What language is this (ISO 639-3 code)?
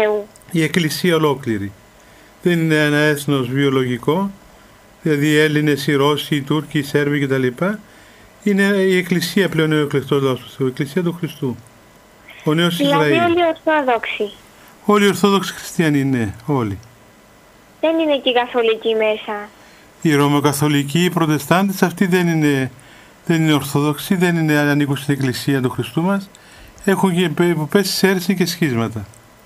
ell